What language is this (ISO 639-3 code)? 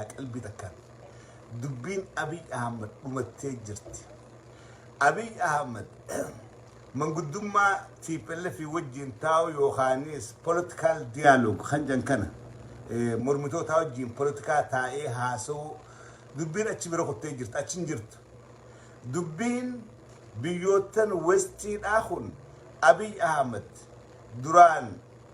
orm